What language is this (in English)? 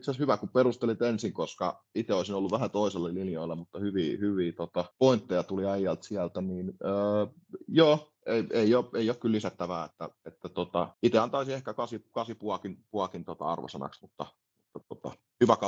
Finnish